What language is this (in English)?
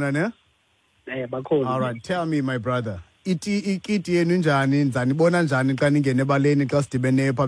Xhosa